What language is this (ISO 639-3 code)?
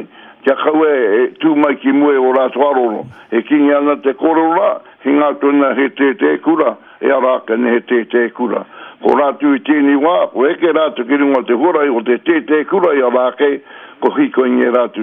mri